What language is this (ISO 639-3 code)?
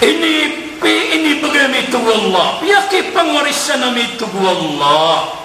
mrw